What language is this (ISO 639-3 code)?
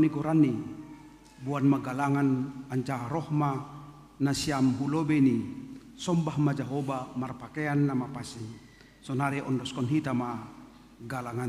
bts